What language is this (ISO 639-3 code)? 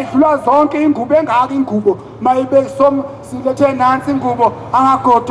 zul